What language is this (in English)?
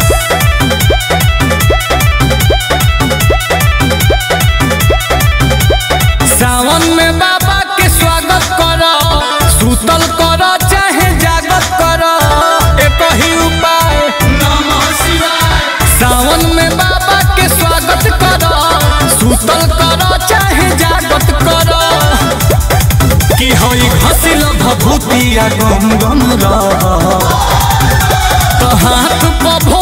Bhojpuri